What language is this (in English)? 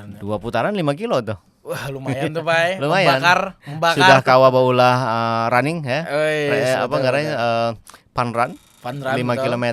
Banjar